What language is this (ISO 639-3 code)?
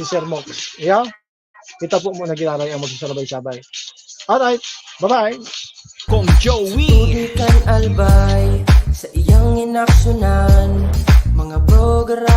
bik